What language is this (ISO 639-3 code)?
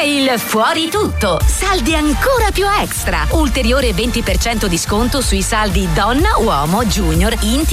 ita